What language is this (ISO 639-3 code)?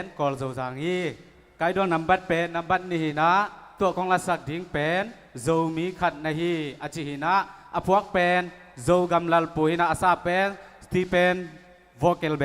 ctd